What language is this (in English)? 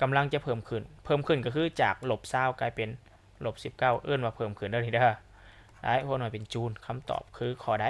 Lao